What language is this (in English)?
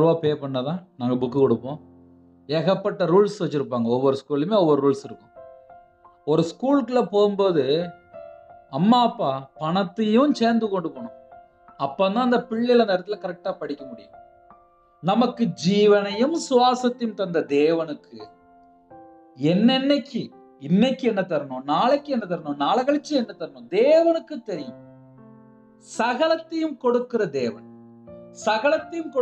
Tamil